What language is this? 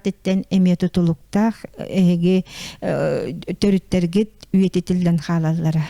Yakut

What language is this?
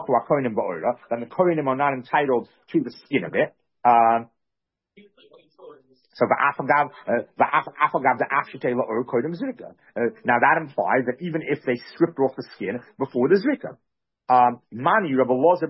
English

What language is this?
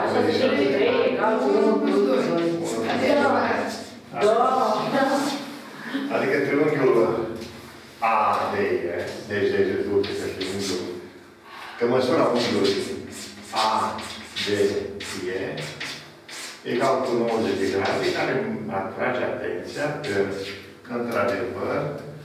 Romanian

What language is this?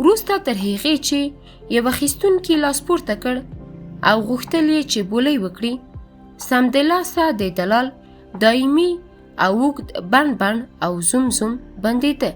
Pashto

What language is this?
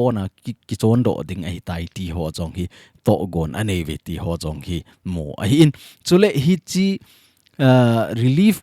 Thado Chin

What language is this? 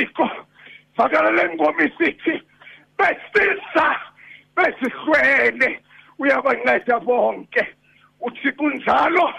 Xhosa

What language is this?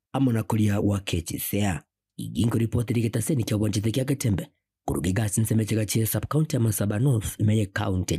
Gusii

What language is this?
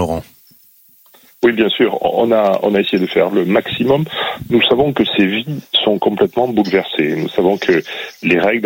French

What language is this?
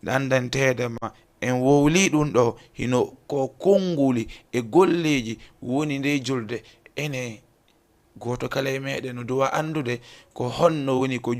Fula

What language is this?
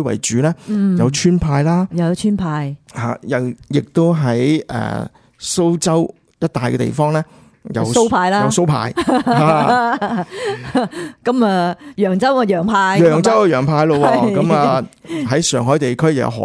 Cantonese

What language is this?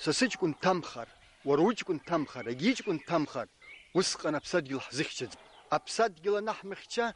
Abkhazian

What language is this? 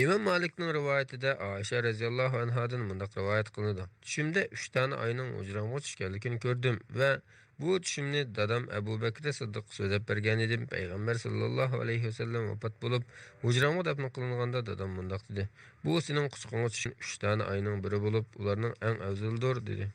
Uyghur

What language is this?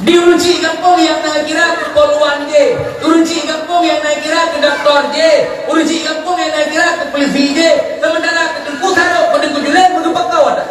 Achinese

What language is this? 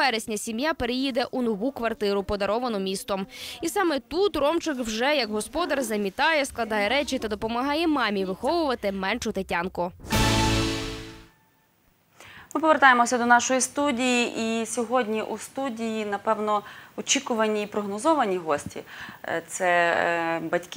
Ukrainian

